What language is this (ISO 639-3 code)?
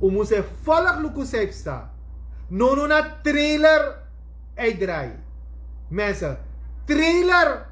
srn